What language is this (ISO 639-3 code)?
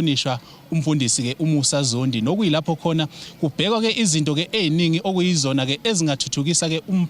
zul